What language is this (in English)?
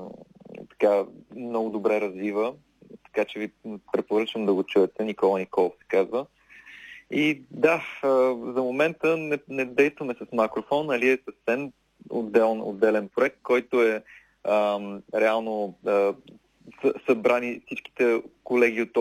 Bulgarian